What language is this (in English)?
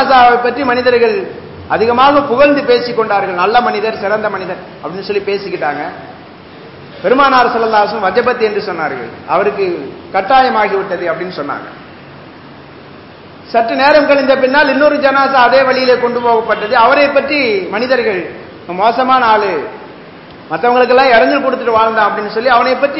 Tamil